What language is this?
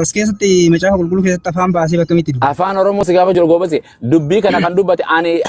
Oromo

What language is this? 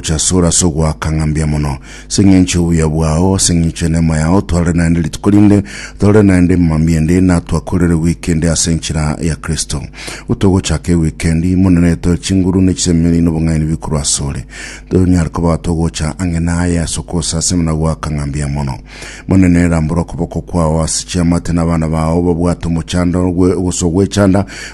Gusii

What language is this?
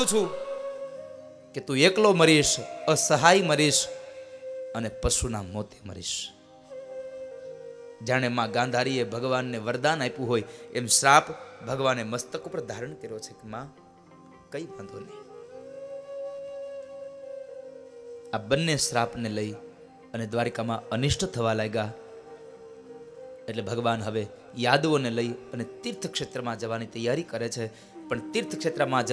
Gujarati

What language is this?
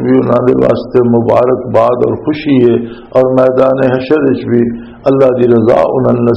Western Panjabi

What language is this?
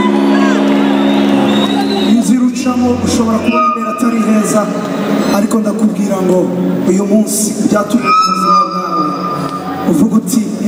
Kinyarwanda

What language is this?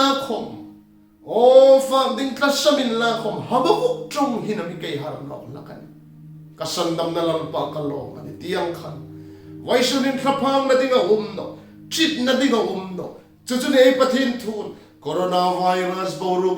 Hmar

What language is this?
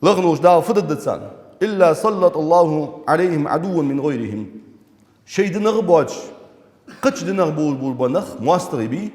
Ingush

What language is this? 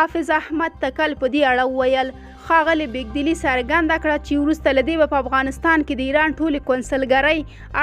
Pashto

